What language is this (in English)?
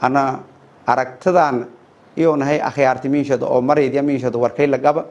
Somali